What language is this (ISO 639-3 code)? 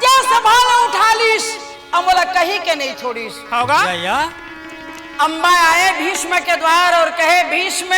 hne